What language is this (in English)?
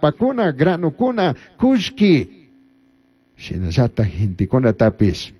Chimborazo Highland Quichua